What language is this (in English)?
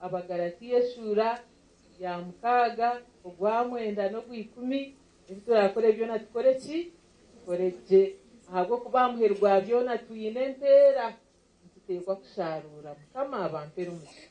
Nyankole